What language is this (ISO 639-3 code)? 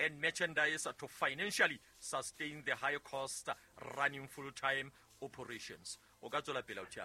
sot